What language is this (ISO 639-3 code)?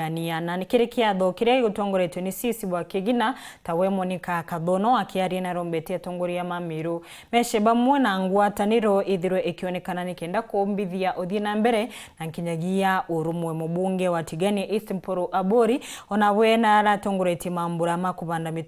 mer